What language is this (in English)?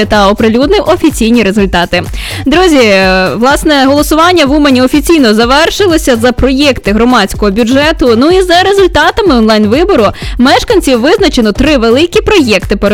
Ukrainian